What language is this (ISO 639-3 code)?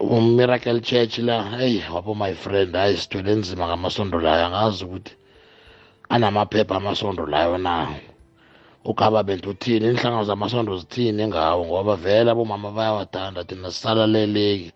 nbl